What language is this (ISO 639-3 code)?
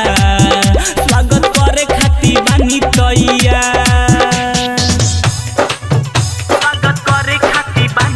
bho